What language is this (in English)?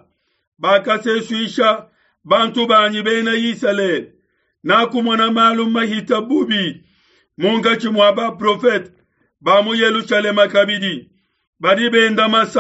Luba-Lulua